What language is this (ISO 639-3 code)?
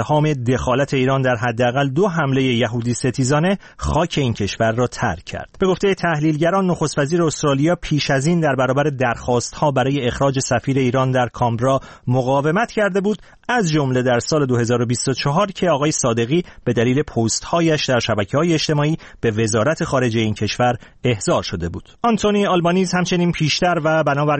fas